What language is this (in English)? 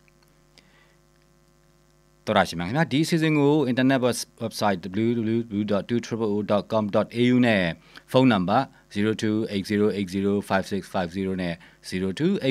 Burmese